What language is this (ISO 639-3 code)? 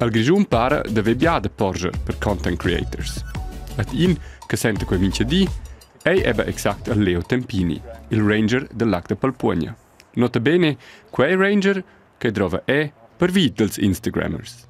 roh